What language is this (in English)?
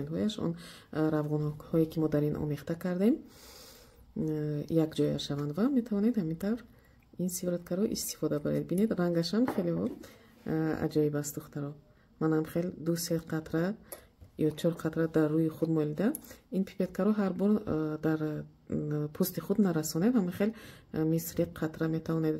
Tajik